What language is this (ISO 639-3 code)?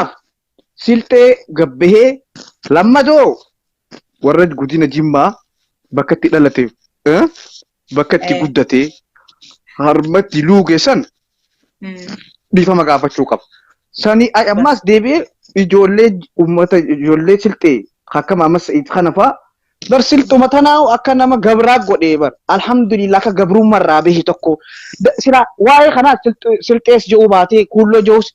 orm